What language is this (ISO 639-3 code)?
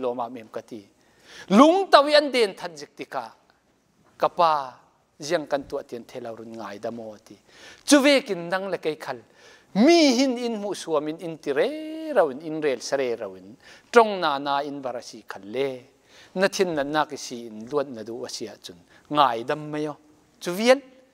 cfm